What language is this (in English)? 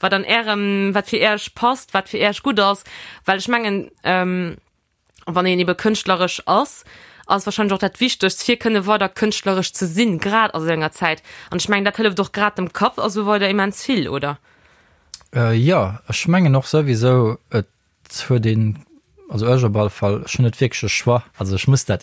Luxembourgish